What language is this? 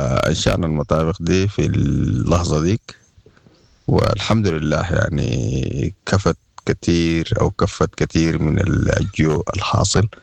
Sudanese Arabic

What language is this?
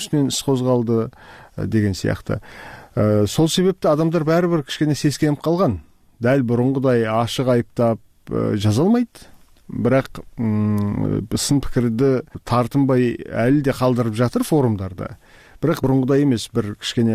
Kyrgyz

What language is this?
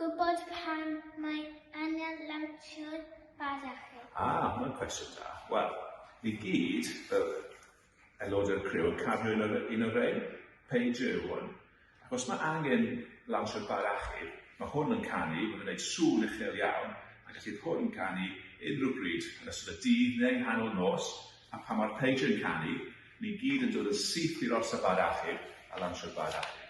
Welsh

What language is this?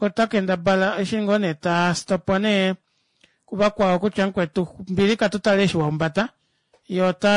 Kuanyama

